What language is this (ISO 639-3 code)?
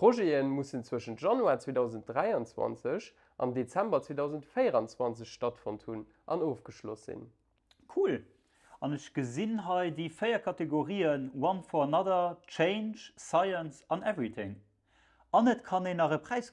ltz